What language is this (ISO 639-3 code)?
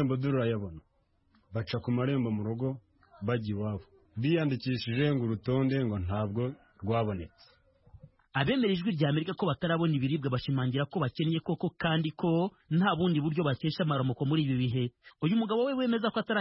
kin